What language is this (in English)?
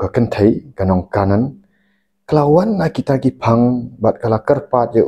Khasi